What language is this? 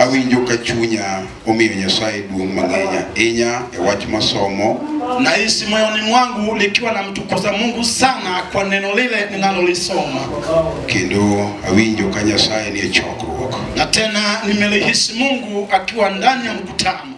Luo (Kenya and Tanzania)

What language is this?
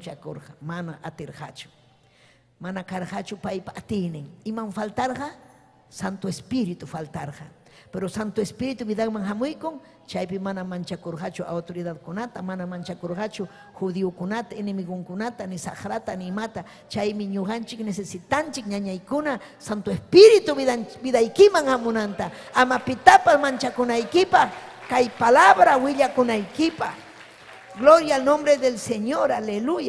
Ayacucho Quechua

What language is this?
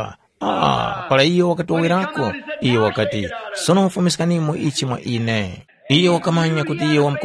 Tumbuka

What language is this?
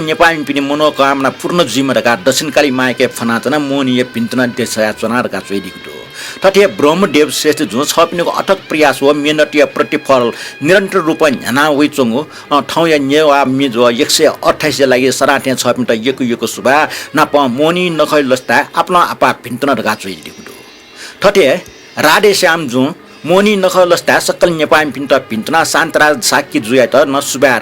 Newari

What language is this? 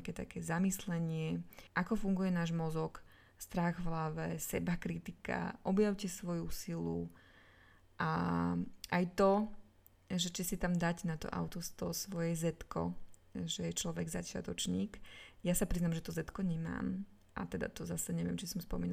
Slovak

